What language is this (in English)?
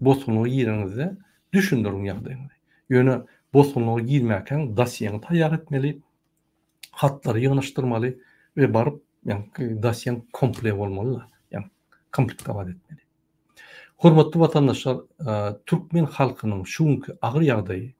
Turkmen